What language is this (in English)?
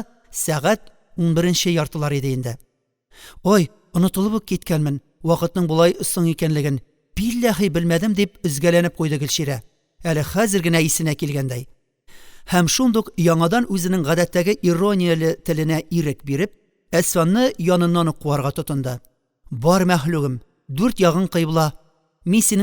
Tatar